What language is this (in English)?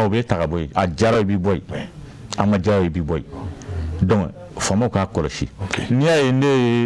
Bambara